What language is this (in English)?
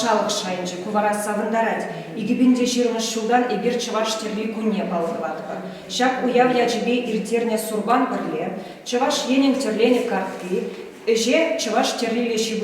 Chuvash